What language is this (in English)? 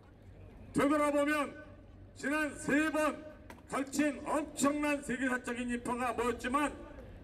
Korean